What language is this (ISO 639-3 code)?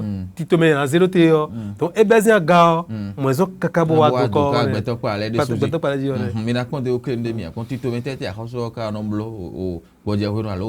fon